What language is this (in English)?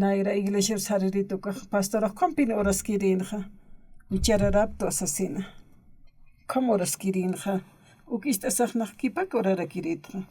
Aymara